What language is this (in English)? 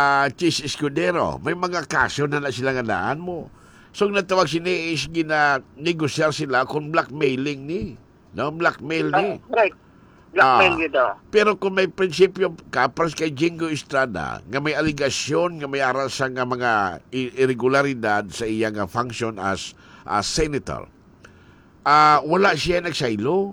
Hiligaynon